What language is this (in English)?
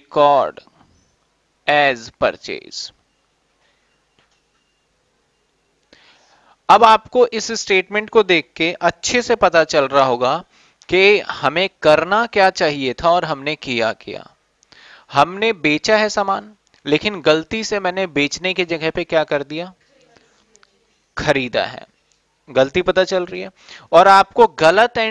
Hindi